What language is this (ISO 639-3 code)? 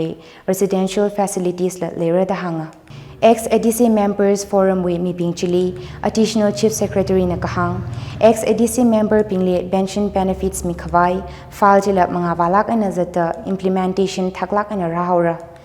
nmf